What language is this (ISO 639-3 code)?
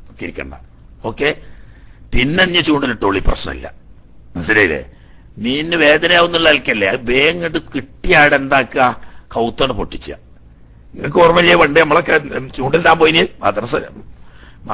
mal